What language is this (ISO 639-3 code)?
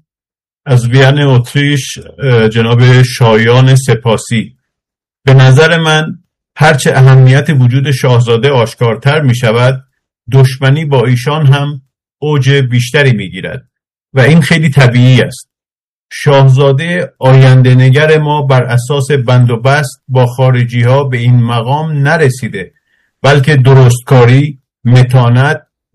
fas